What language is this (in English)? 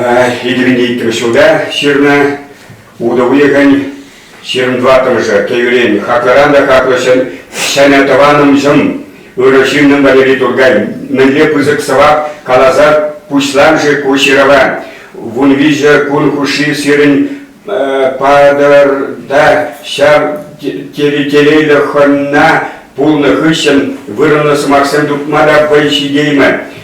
Chuvash